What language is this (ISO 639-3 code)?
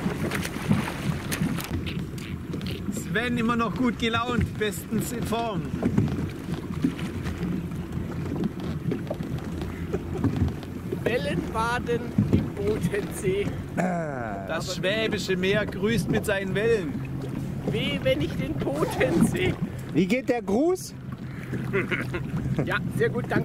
deu